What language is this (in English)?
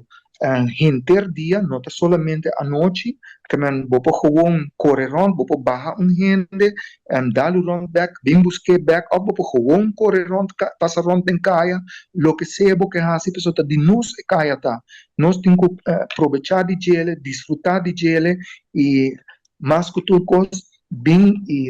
Papiamento